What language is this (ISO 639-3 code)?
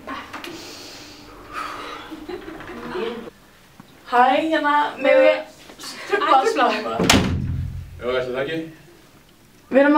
isl